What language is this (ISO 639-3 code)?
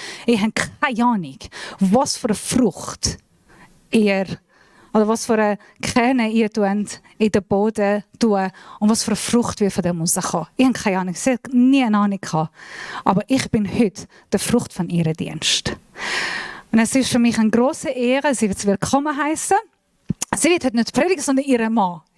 gsw